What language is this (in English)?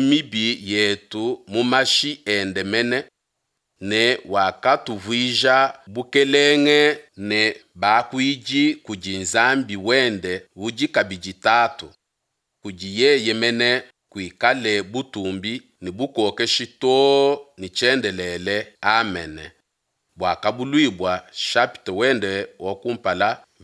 Luba-Lulua